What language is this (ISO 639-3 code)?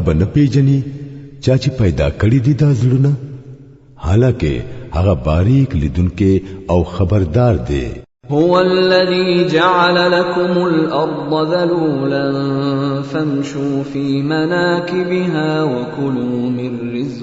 pus